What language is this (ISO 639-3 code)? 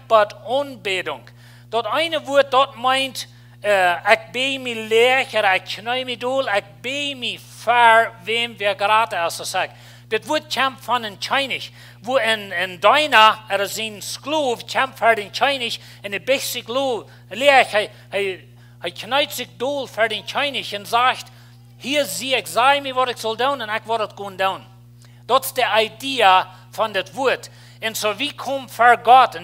pdt